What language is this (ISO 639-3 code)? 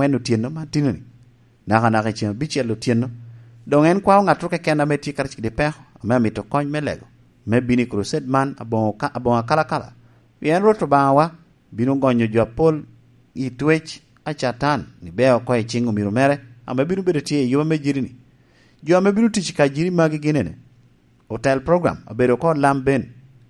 laj